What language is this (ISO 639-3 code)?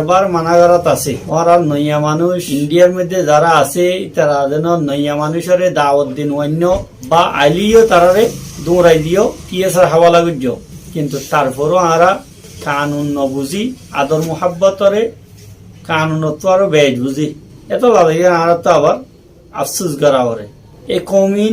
rhg